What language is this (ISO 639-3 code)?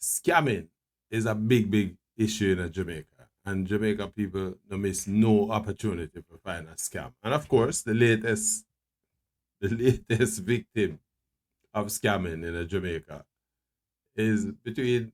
jam